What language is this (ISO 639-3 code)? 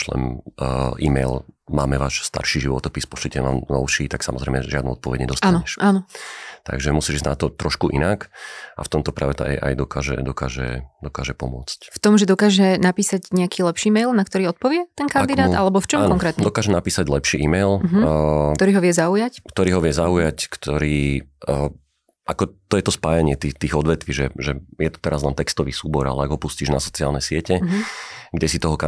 slk